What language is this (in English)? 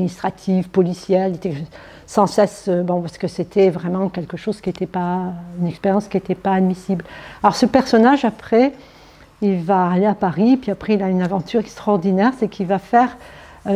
French